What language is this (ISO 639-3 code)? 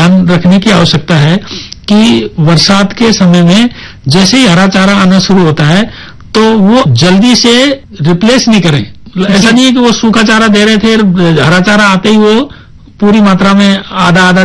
hin